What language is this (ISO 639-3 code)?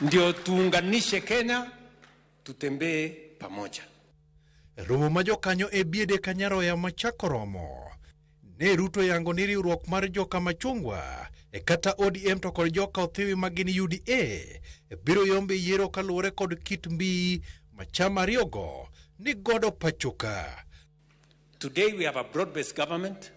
luo